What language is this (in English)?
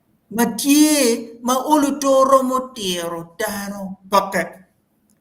Acoli